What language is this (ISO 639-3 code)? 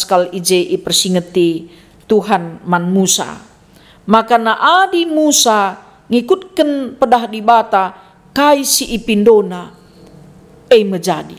btx